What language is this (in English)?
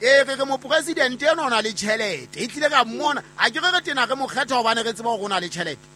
Southern Sotho